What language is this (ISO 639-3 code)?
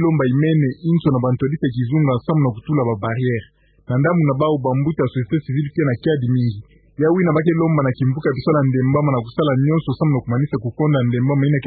ktu